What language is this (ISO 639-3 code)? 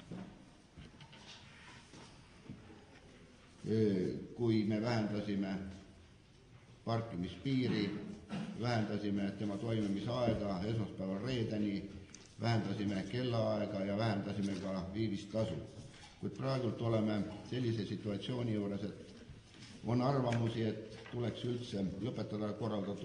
est